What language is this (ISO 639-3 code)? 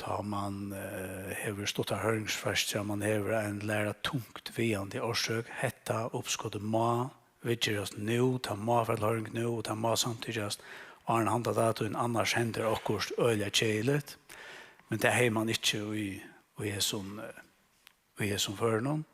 fao